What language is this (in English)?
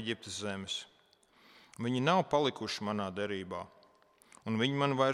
Latvian